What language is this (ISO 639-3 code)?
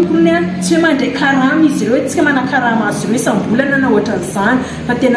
mlg